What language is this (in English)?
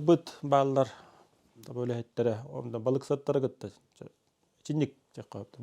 Yakut